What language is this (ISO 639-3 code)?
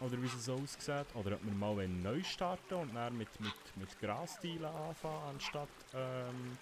gsw